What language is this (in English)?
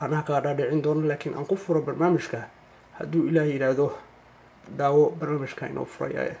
Somali